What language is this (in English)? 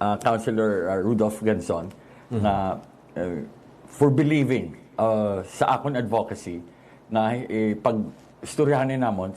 Hiligaynon